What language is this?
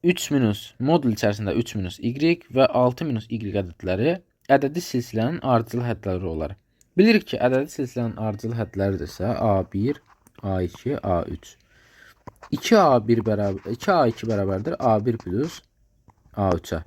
Azerbaijani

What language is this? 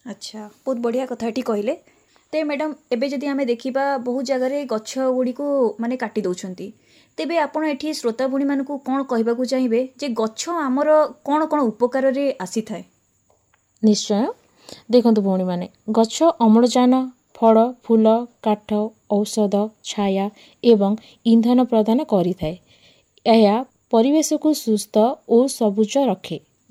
Odia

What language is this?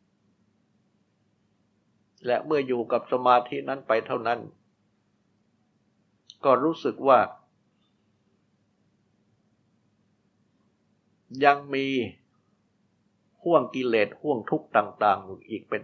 Thai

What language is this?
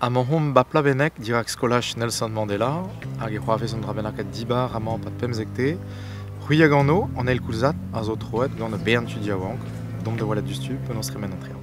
Breton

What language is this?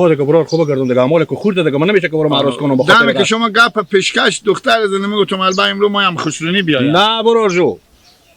Hazaragi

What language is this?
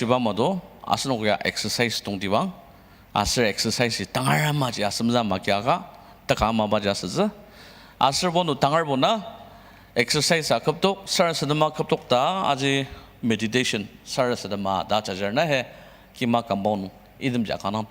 Ao Naga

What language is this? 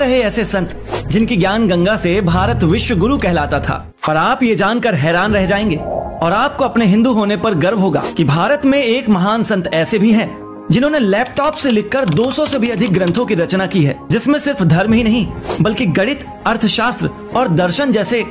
Hindi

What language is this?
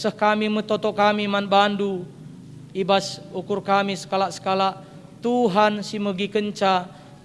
Batak Karo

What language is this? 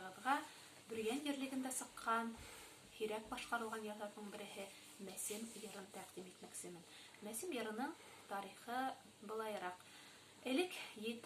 Bashkir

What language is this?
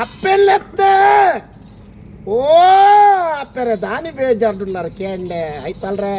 Tulu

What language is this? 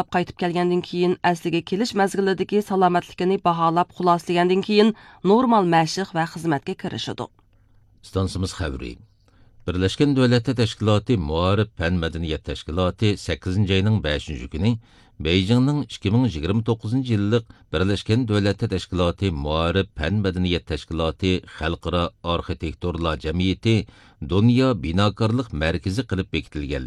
Uyghur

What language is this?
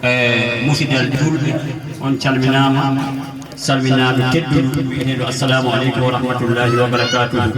Fula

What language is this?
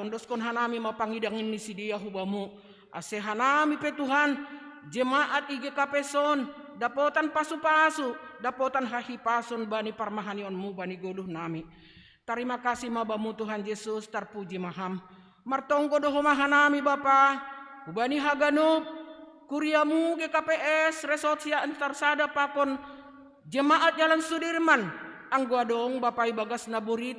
Batak Simalungun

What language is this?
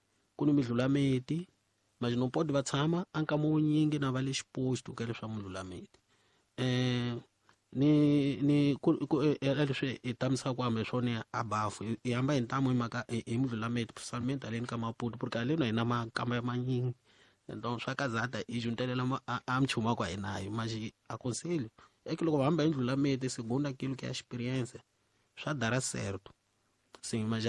Tsonga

